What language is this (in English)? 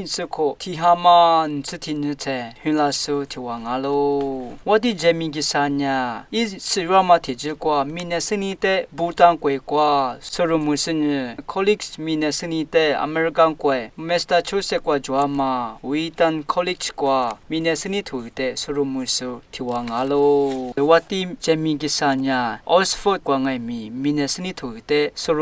Lisu